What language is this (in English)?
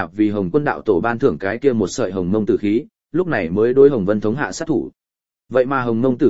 Vietnamese